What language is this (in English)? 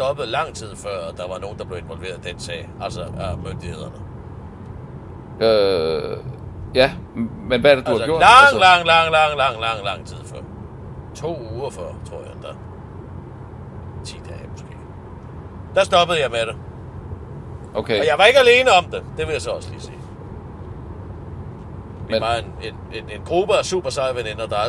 Danish